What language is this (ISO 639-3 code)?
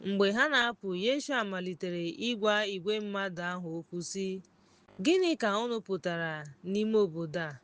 ibo